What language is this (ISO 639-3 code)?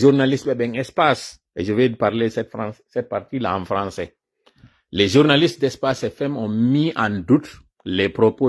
ful